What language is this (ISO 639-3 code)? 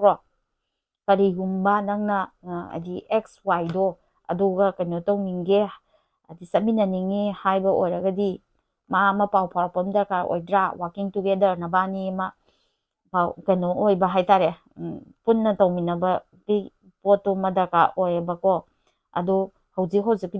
mni